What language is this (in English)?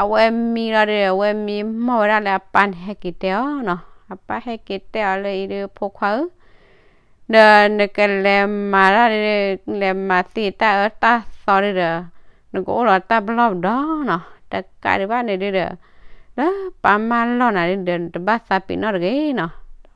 S'gaw Karen